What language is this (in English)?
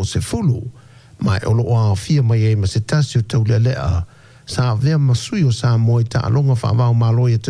Samoan